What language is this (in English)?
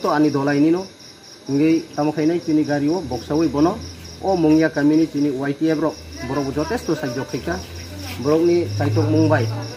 Riang (India)